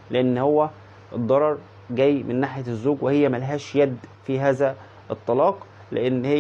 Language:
Egyptian Arabic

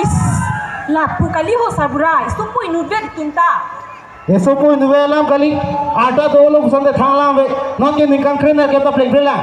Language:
Karbi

